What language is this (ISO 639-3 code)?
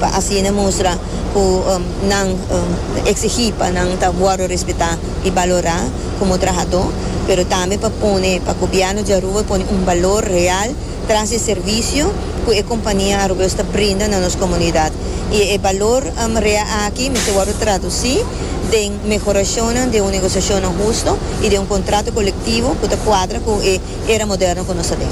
pap